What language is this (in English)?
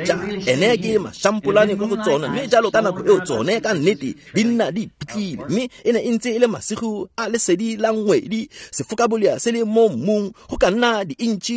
Tswana